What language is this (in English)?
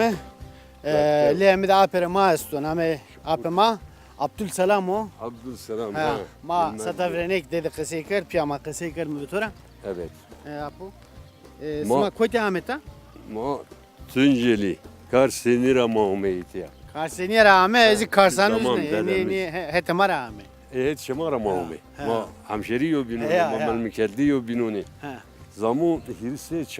Zaza